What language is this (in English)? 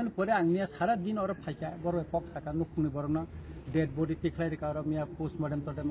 Kok Borok